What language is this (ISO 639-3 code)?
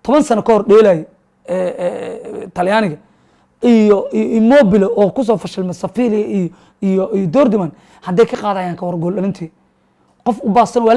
som